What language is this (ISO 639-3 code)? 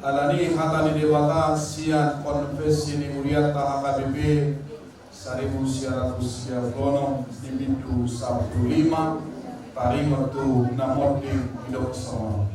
bbc